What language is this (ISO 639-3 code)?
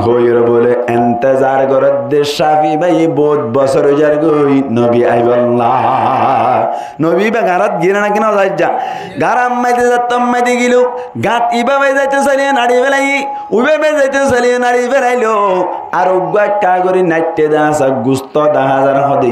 rhg